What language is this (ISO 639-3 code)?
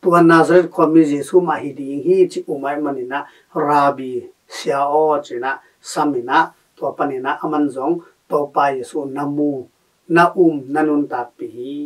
ctd